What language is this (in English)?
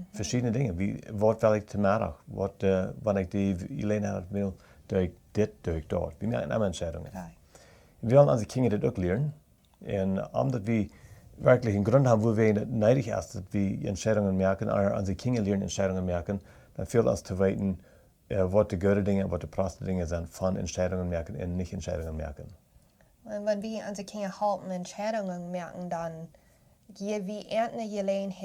Plautdietsch